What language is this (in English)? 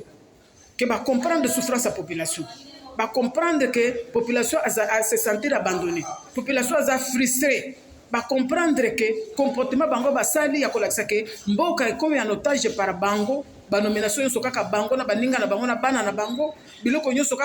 Lingala